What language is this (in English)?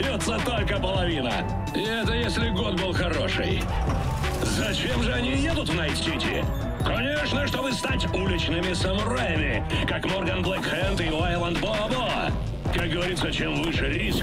Russian